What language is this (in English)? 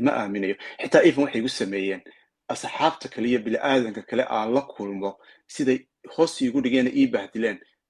Somali